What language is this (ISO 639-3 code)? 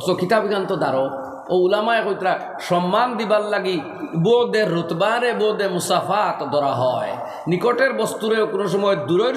syl